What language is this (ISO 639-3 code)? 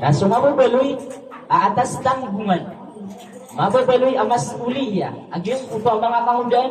mrw